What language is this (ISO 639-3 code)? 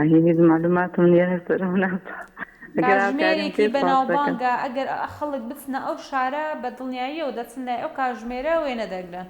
ckb